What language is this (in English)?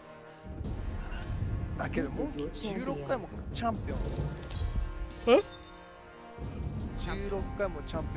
Japanese